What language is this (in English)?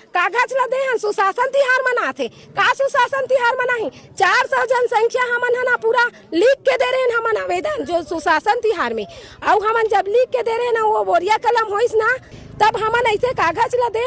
Chhattisgarhi